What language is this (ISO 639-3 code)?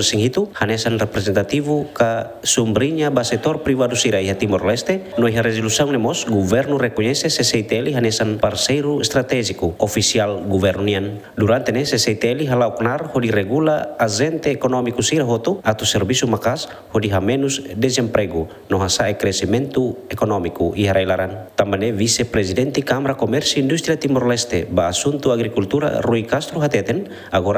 tet